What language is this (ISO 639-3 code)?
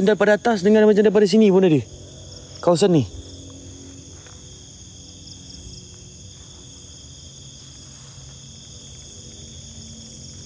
msa